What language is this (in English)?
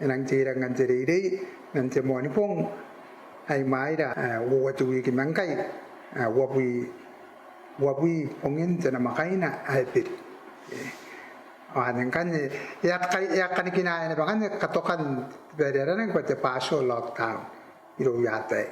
Gilbertese